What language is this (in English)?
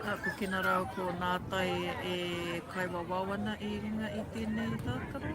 Māori